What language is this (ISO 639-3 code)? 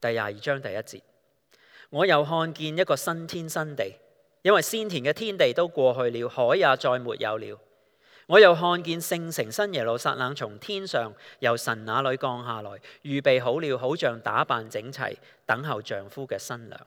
yue